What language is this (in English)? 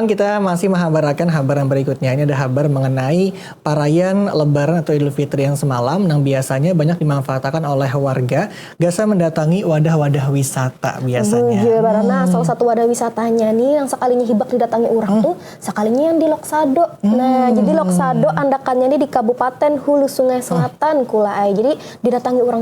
Banjar